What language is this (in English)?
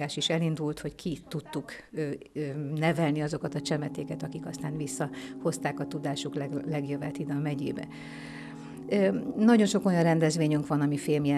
Hungarian